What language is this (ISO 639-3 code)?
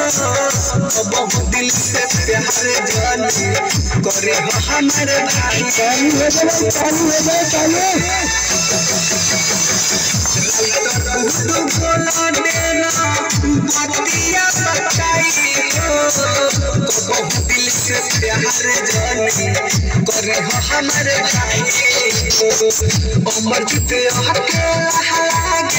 bho